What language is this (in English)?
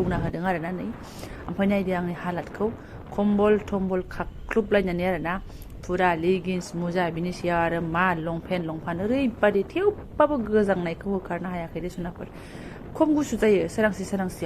Bodo